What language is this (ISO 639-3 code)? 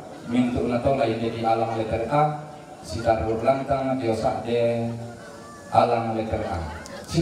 sda